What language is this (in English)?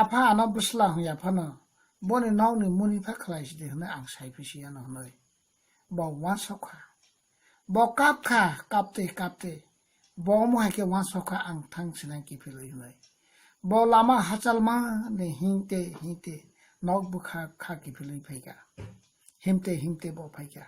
Kok Borok